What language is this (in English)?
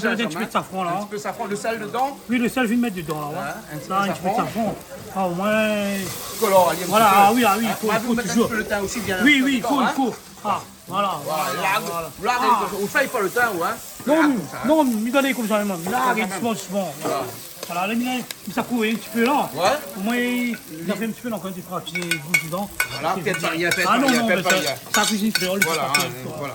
Réunion Creole French